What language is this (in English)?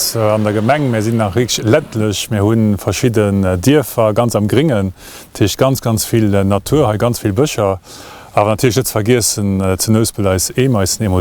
Luxembourgish